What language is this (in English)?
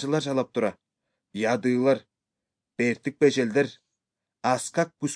Kyrgyz